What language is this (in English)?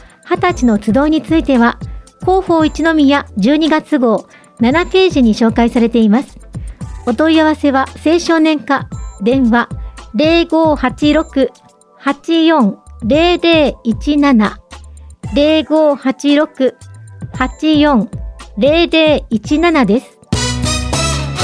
Japanese